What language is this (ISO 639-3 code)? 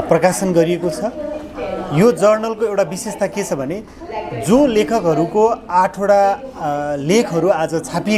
nep